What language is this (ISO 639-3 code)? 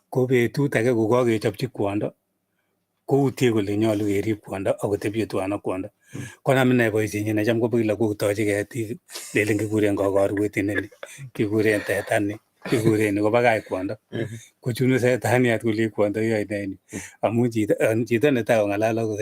kln